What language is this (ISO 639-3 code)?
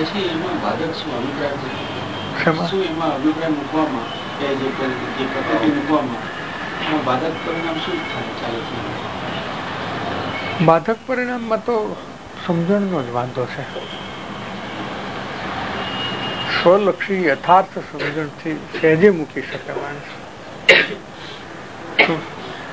guj